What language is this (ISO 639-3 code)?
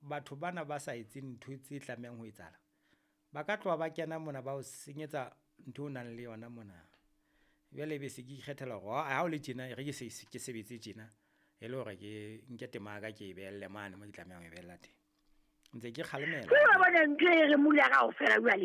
sot